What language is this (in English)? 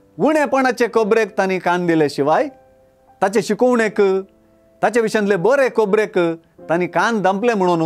Konkani